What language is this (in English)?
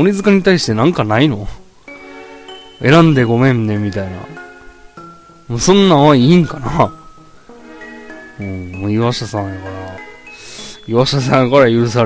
Japanese